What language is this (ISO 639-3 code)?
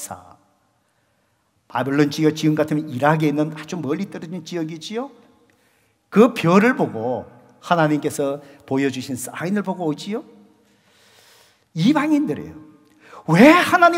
kor